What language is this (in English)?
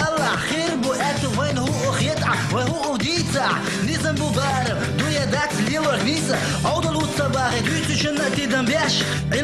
Chechen